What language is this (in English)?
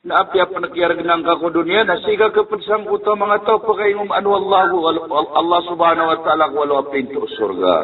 Maranao